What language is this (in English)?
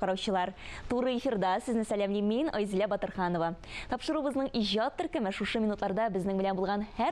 Tatar